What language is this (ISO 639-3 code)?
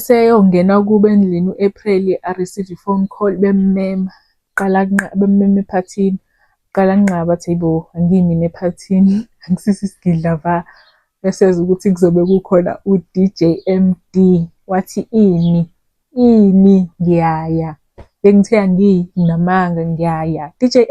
zul